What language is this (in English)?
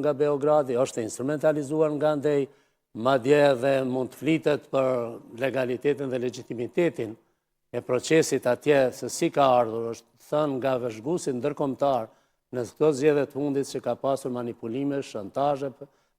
Albanian